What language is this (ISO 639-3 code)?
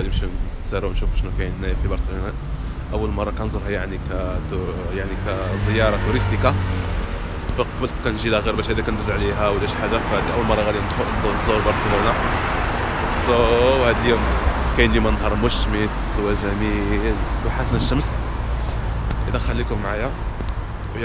ary